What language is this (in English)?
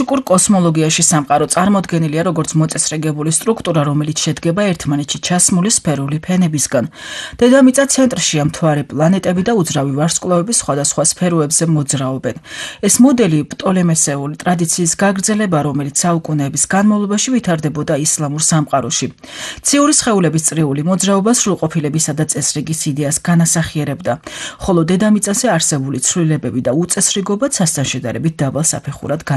Georgian